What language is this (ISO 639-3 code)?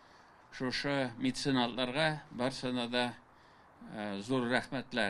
tat